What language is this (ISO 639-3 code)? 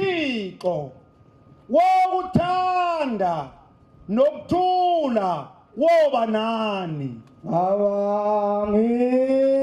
zul